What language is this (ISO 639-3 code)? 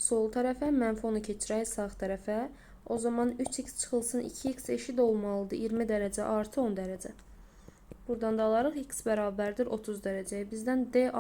aze